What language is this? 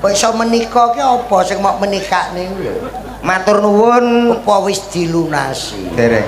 Javanese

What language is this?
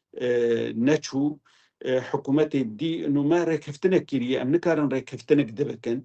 Kurdish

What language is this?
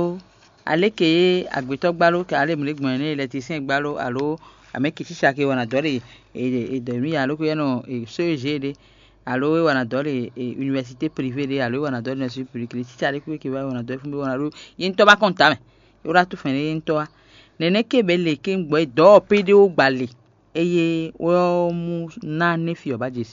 Fon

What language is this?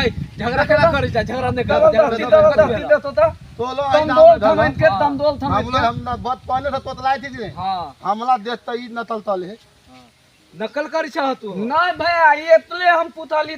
Maithili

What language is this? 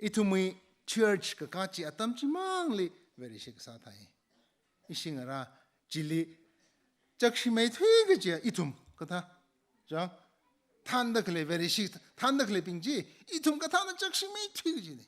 Tangkhul Naga (India)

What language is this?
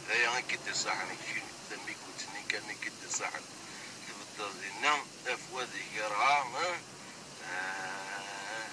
Kabyle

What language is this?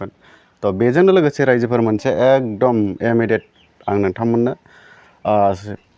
Bodo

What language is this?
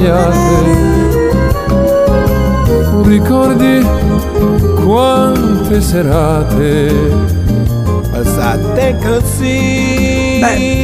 Italian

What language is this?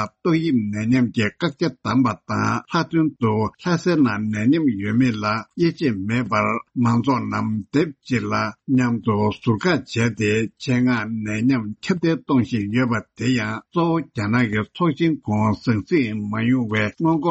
Tibetan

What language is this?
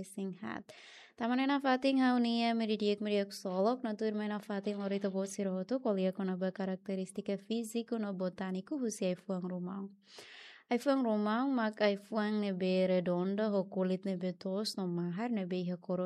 Tetum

